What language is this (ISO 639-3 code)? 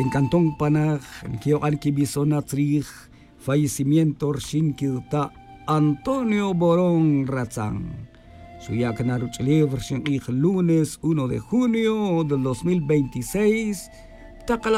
tzj